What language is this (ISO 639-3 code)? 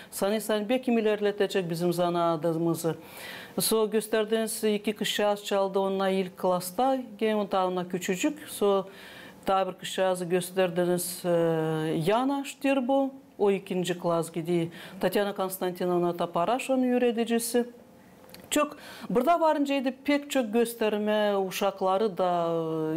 gag